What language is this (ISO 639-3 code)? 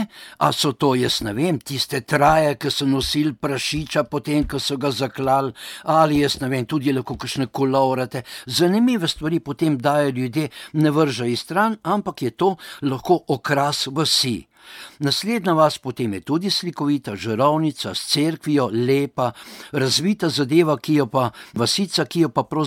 slv